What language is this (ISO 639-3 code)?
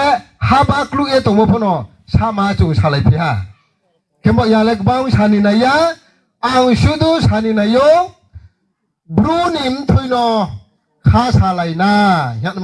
ria